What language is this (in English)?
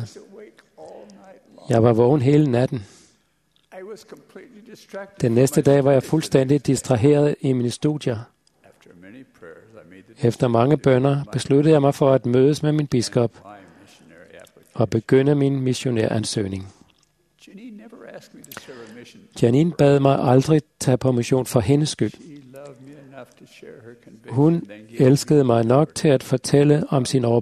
Danish